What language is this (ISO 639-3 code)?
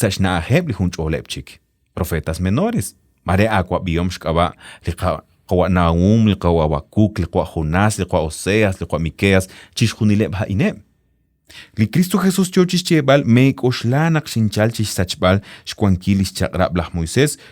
kek